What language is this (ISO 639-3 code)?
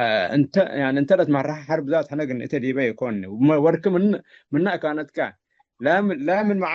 tig